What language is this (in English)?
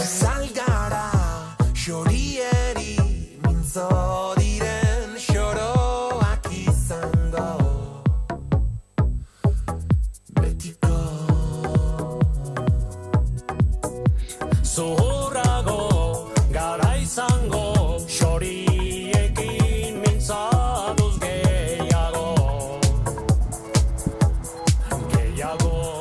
Basque